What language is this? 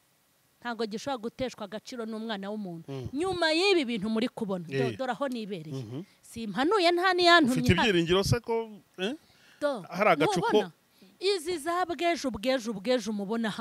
Kinyarwanda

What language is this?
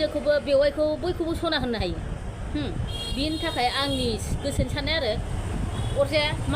Bodo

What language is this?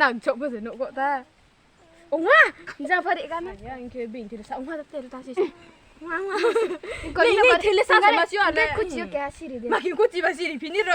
Riang (India)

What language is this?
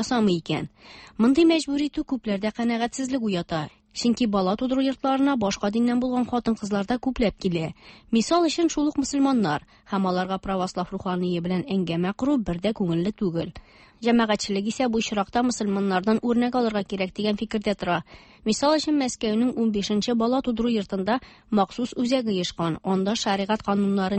Tatar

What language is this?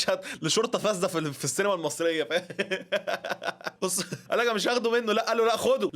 Egyptian Arabic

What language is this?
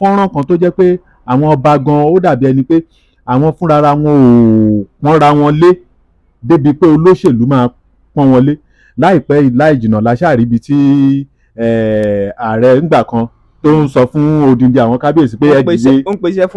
Yoruba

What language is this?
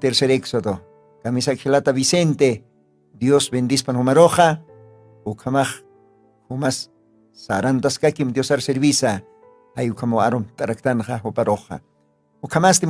Aymara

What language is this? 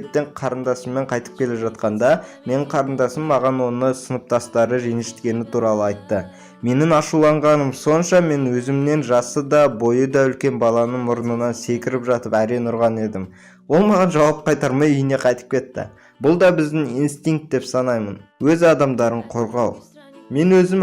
Kazakh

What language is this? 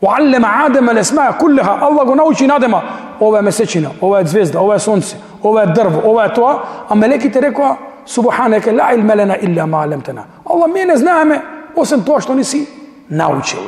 Macedonian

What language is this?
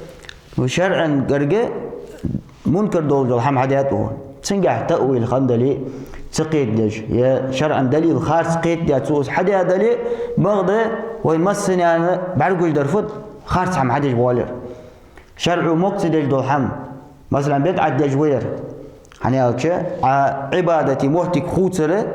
Ingush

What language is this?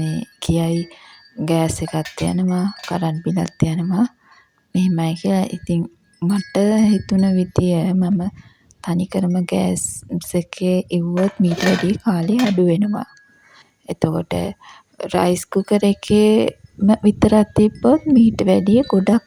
Sinhala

